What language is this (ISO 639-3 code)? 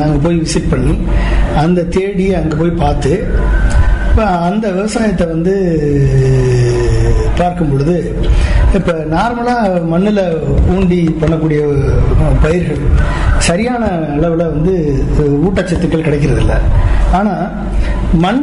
tam